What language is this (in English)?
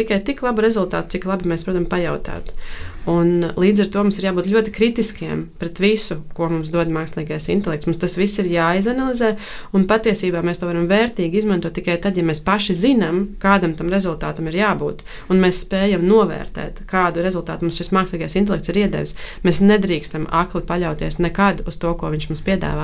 Latvian